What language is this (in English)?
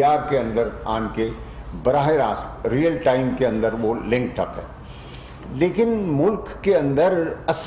Urdu